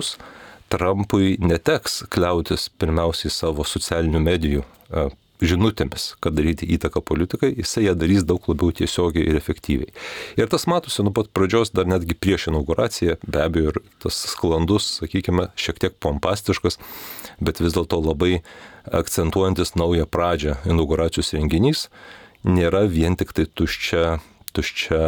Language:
Lithuanian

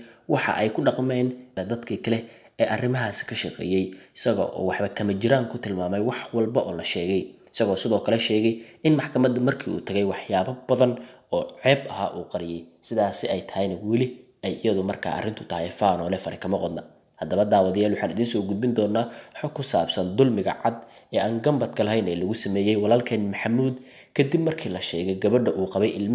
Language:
Somali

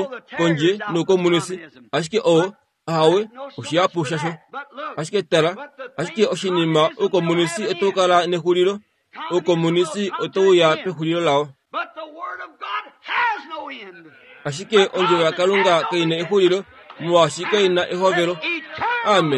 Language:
Kuanyama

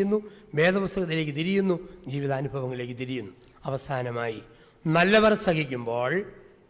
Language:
Malayalam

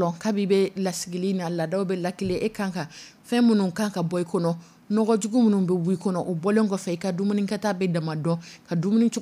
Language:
Dyula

